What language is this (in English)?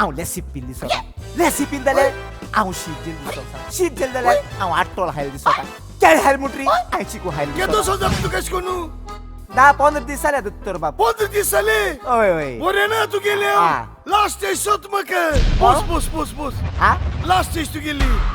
Konkani